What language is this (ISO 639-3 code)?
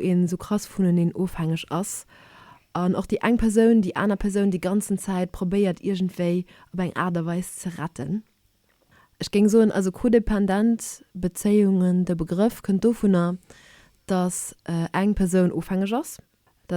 ltz